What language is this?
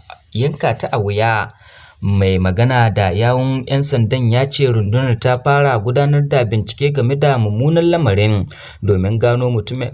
Hausa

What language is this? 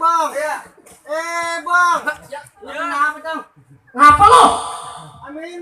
Betawi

